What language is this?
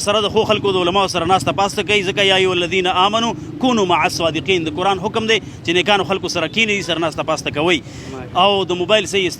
Pashto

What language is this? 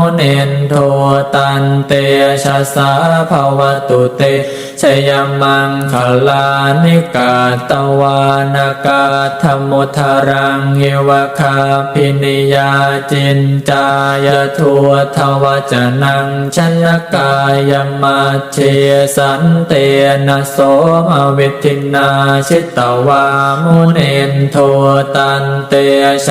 Pali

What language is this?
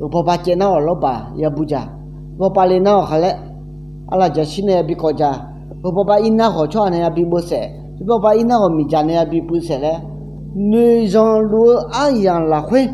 Akha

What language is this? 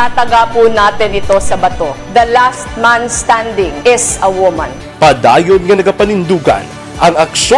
Hiligaynon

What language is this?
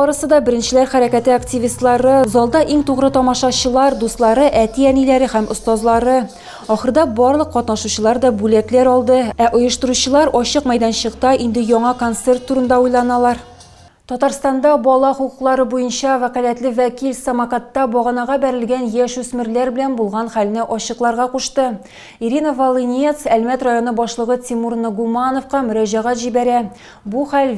Tatar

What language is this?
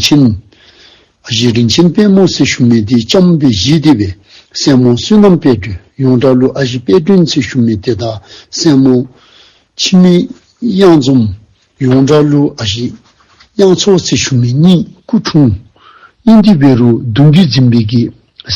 Dzongkha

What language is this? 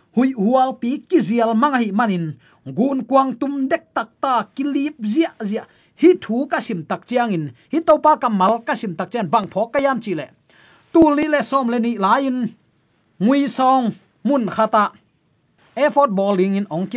Tedim Chin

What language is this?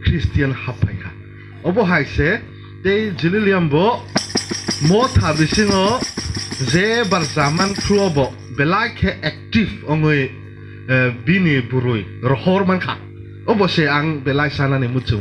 Kok Borok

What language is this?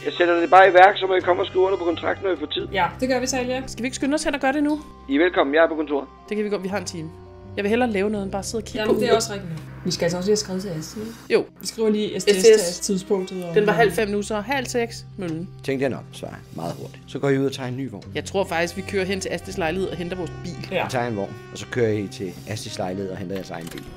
Danish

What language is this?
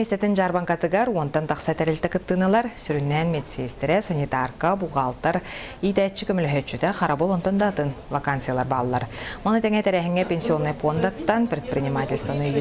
Yakut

